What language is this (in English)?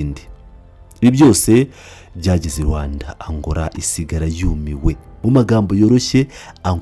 Kinyarwanda